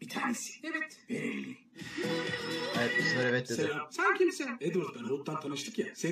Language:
Turkish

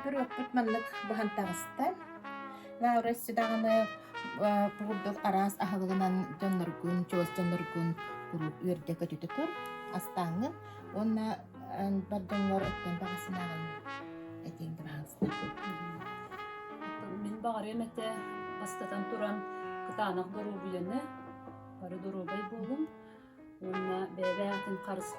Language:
Yakut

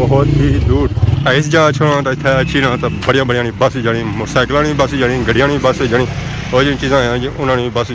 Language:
Pahari-Potwari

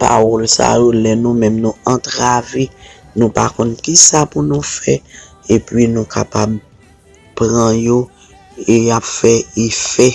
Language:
Haitian Creole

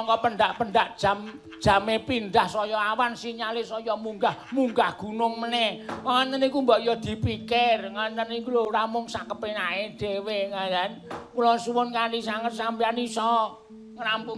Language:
Javanese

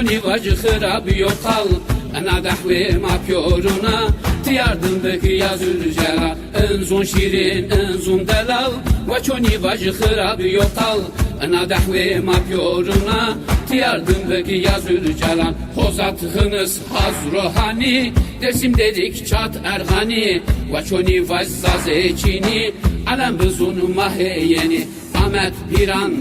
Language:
Zaza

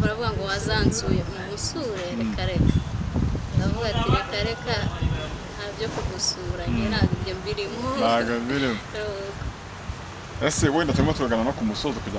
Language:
Kinyarwanda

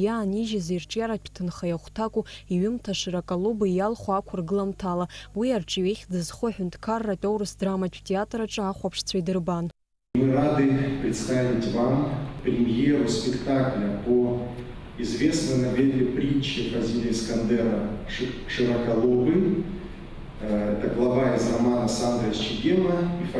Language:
Abkhazian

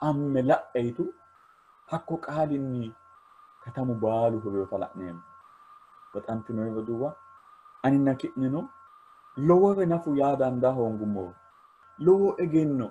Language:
Sidamo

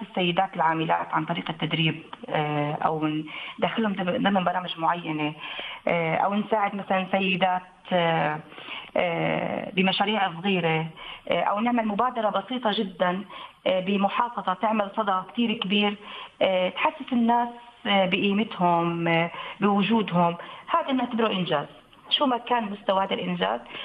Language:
North Levantine Arabic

